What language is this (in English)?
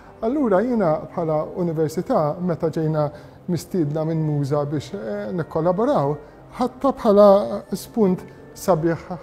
Maltese